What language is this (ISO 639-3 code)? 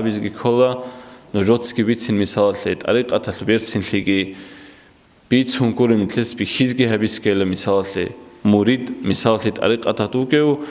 ava